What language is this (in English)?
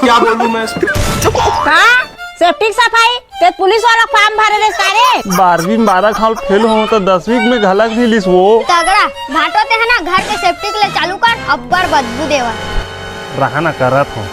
Chhattisgarhi